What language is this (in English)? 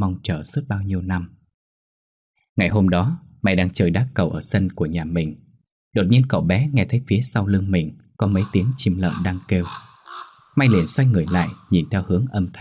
Vietnamese